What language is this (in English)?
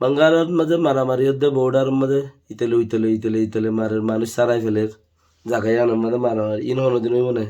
Rohingya